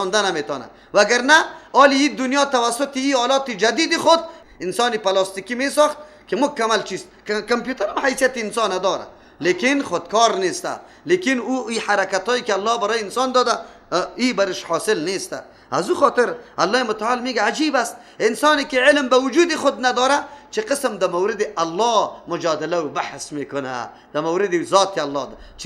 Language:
Persian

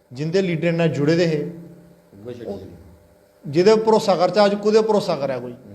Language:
Dogri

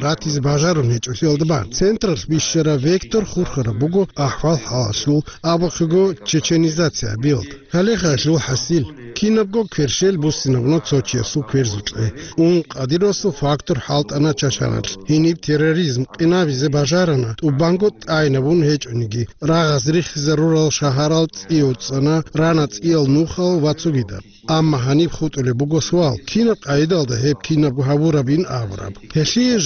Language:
Avaric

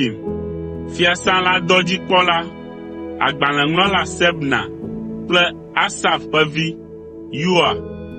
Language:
Ewe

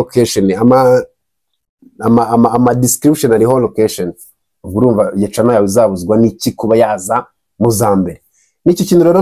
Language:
Kinyarwanda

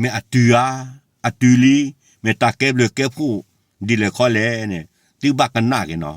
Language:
S'gaw Karen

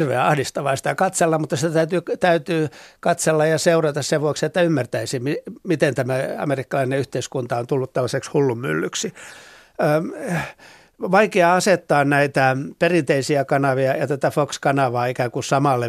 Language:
Finnish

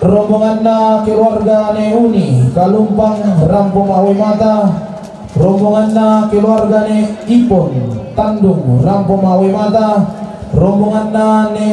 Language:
Toraja-Sa'dan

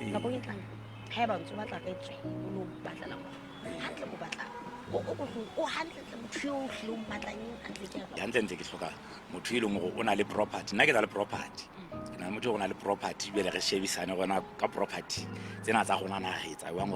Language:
Southern Sotho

